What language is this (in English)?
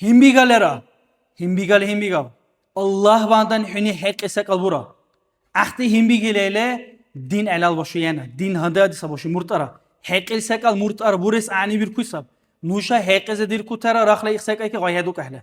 Dargwa